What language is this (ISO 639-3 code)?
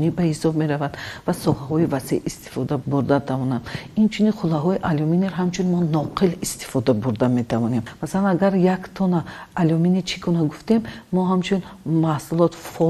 tgk